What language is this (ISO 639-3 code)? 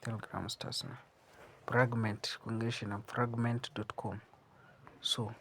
hau